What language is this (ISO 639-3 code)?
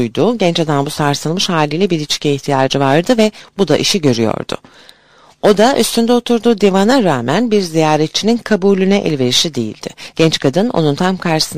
tur